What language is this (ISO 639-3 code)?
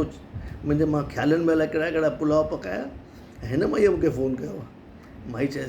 snd